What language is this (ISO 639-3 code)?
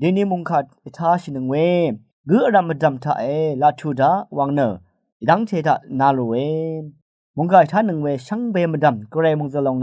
raw